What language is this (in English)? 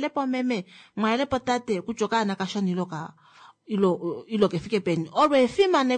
Kuanyama